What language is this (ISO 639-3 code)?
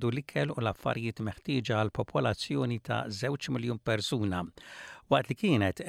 mlt